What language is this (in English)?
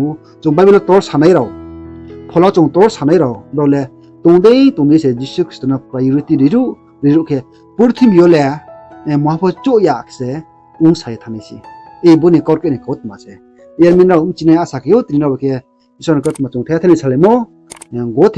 Riang (India)